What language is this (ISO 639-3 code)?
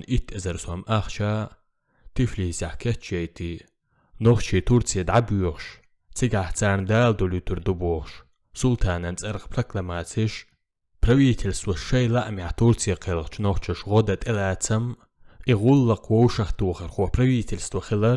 che